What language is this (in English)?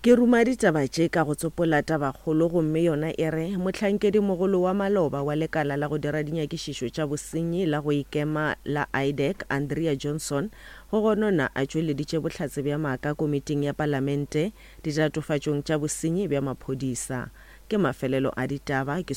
Northern Sotho